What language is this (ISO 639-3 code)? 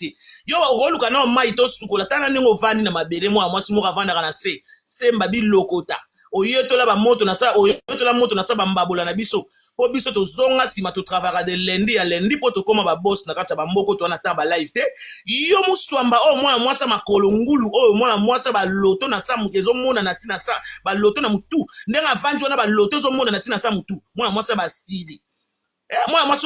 lin